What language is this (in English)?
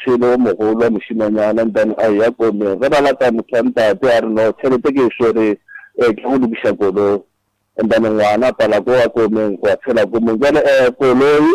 Northern Sotho